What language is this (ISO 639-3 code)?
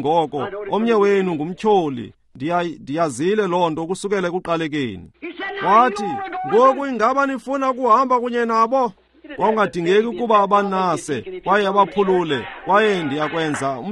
xho